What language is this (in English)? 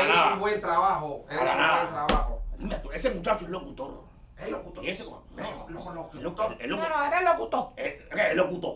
Spanish